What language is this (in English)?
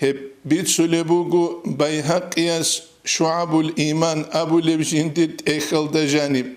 Avaric